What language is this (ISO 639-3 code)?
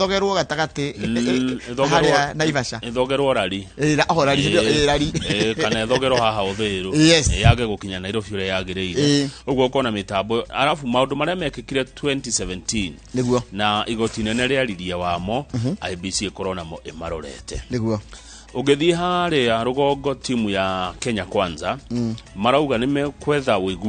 kik